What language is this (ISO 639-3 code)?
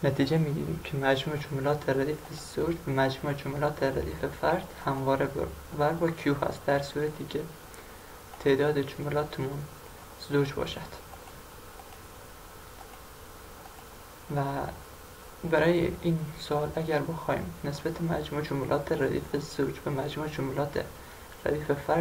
fas